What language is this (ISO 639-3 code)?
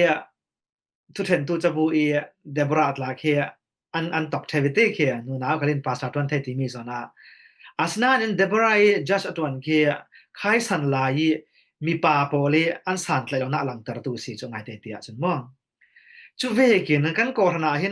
cfm